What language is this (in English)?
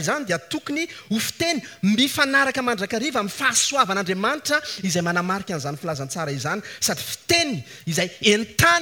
Malagasy